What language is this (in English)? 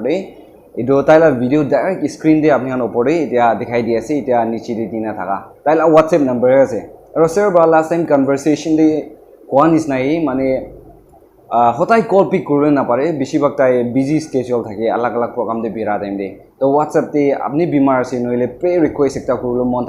Naga Pidgin